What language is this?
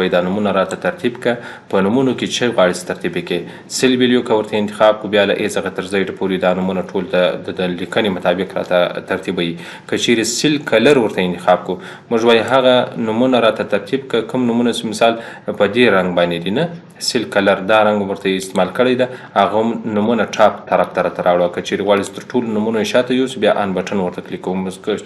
Pashto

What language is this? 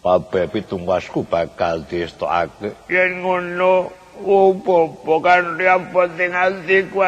Javanese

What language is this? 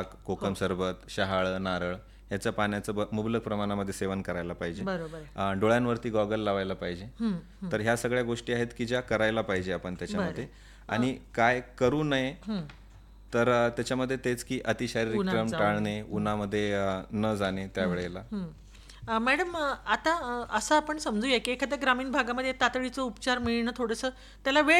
Marathi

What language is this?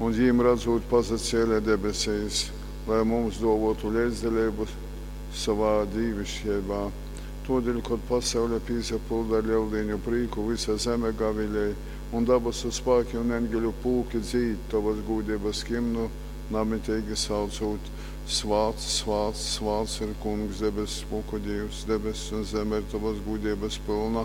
Latgalian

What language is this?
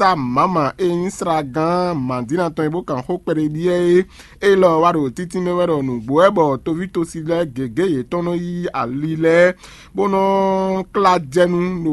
Fon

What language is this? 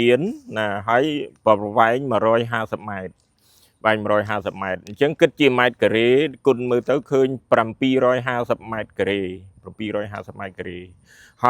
Khmer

